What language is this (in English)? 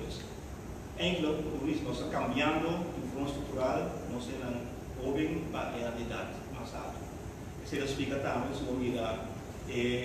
Papiamento